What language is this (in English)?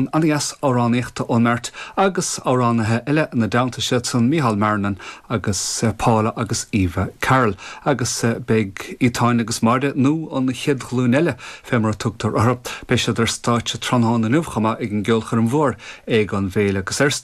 Irish